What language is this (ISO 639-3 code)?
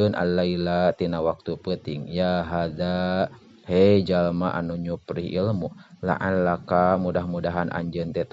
sun